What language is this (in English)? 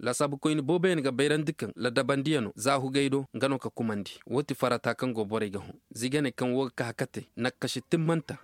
Koyraboro Senni